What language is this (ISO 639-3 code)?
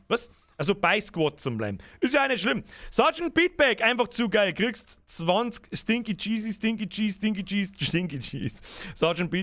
bar